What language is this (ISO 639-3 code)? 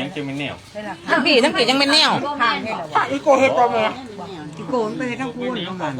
tts